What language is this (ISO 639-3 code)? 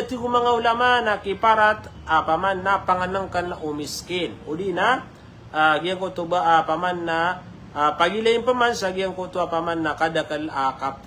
mrw